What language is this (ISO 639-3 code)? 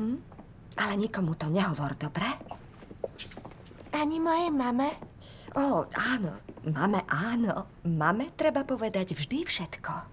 slk